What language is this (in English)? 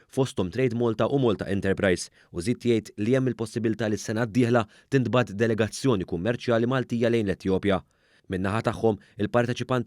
Maltese